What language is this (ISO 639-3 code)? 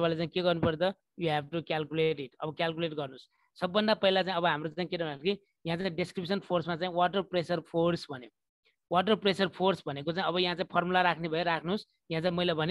nep